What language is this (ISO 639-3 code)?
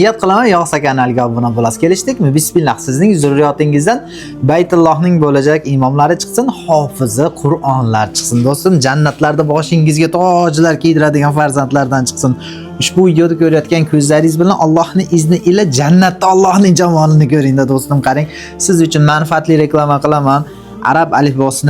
uzb